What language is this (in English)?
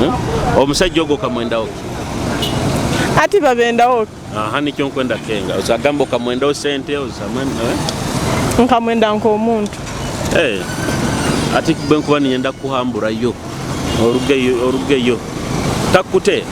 Tooro